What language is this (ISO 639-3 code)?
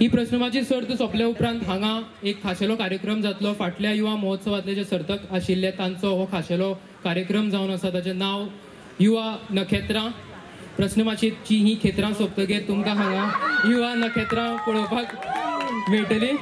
kok